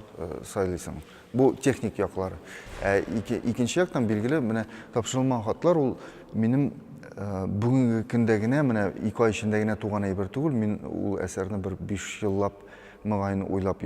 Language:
Tatar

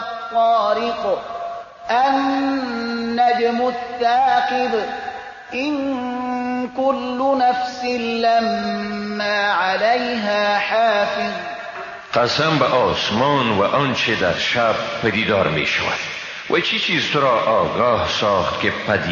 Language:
Persian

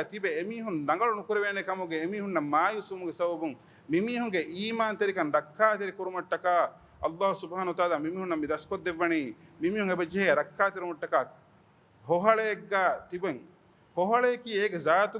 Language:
Divehi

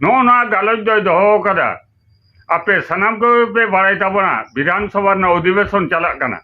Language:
Santali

